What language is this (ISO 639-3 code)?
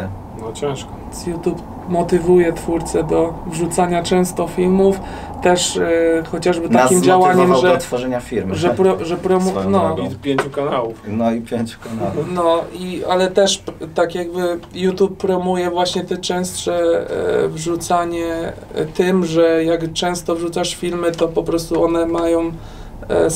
pol